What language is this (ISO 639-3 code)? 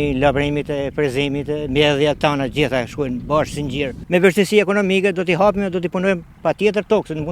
sqi